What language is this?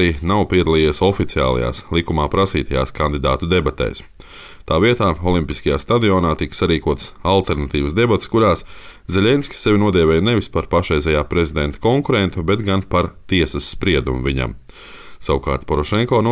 Latvian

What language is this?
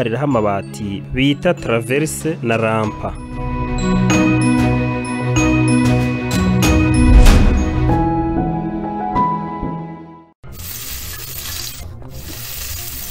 Kinyarwanda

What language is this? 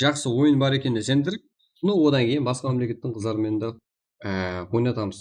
Kara-Kalpak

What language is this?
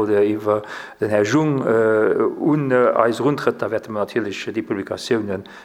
Luxembourgish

